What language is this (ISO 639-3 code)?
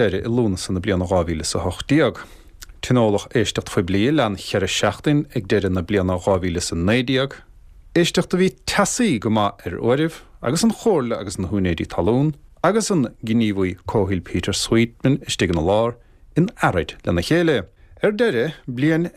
gle